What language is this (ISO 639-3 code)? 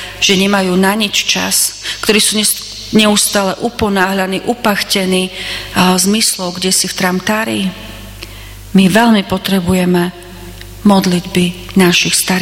slk